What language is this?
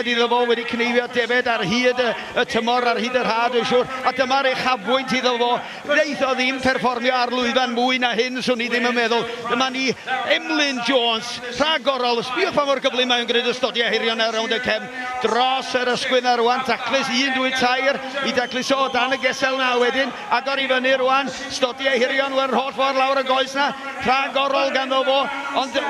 Welsh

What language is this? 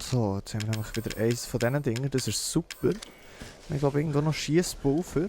Swiss German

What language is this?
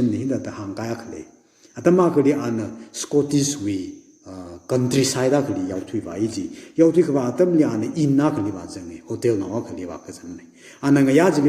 Tangkhul Naga (India)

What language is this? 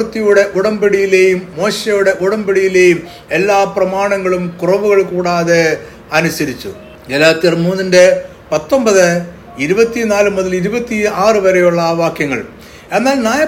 Malayalam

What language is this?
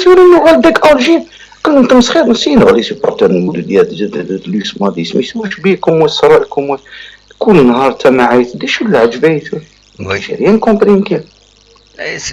Kabyle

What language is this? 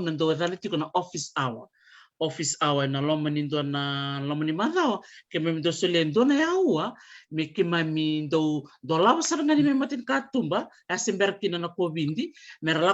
Fijian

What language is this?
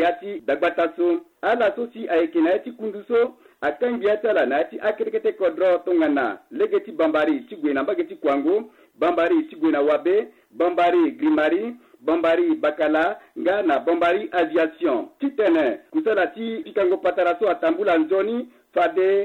Sango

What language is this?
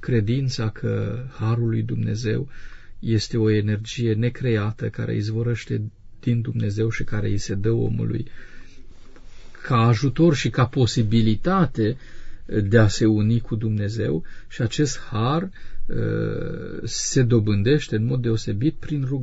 Romanian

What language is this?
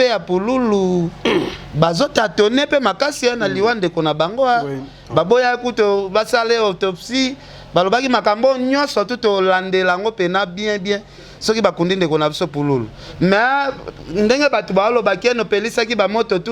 Lingala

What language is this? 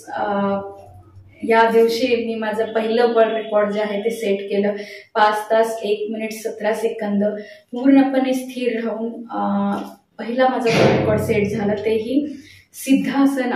Marathi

